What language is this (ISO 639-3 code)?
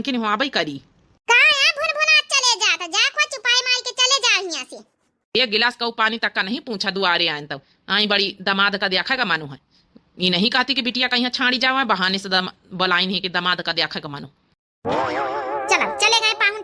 awa